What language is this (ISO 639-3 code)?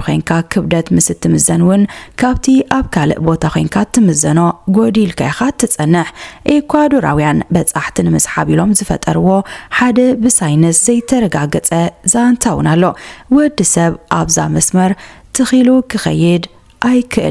tir